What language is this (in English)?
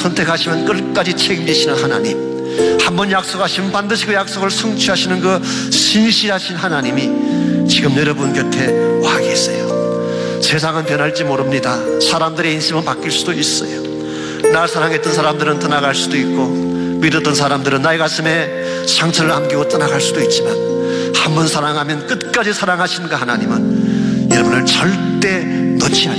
Korean